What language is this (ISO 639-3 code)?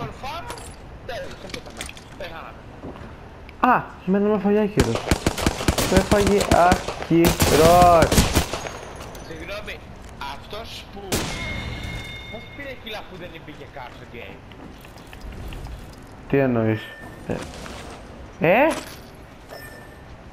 ell